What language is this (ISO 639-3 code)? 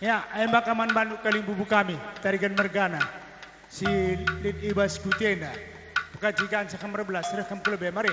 btx